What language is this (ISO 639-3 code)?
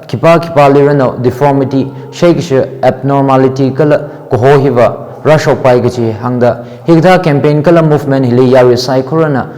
nmf